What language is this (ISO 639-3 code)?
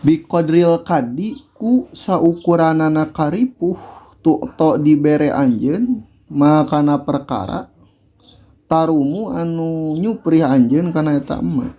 sun